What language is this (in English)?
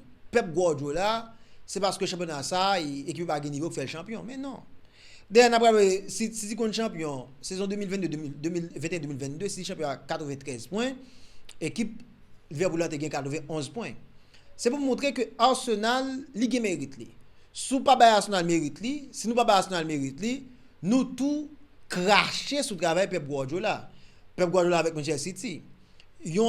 Haitian Creole